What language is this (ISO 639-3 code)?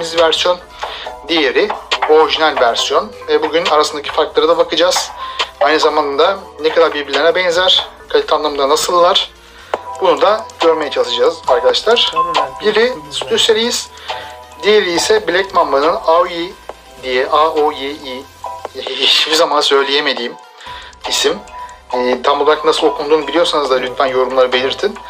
tur